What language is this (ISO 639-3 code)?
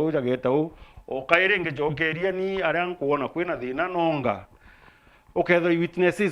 mer